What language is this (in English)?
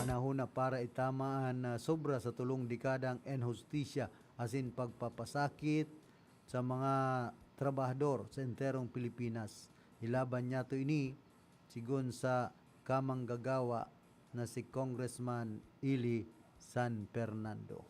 Bikol